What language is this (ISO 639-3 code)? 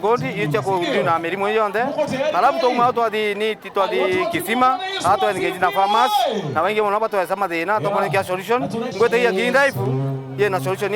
mer